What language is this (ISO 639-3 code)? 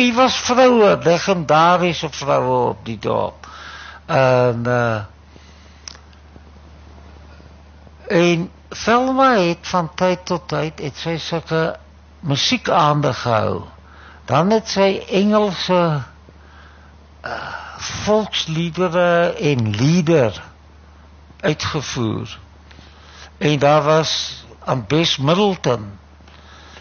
afr